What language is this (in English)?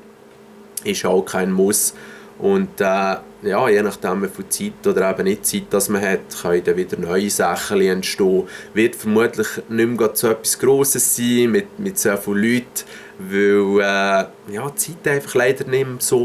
Swiss German